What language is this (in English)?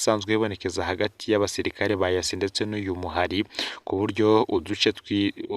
Rundi